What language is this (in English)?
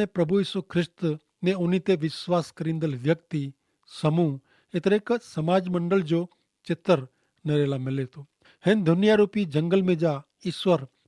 Kachhi